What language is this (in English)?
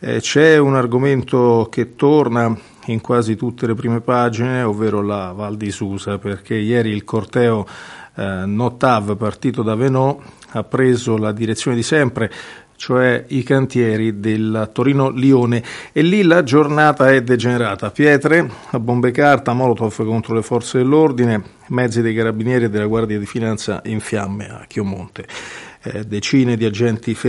Italian